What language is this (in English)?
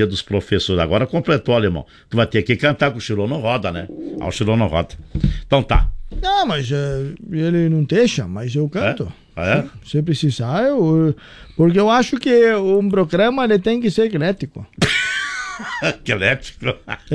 Portuguese